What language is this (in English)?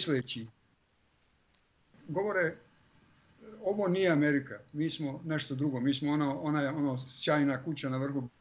Croatian